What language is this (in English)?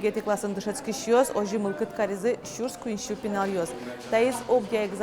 Udmurt